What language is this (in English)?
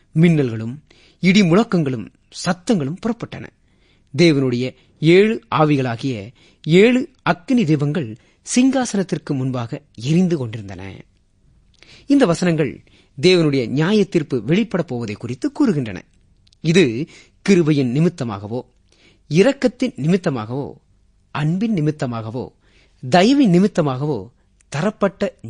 Tamil